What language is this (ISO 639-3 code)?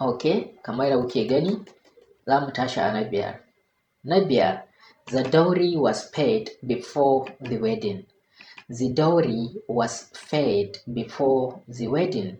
hau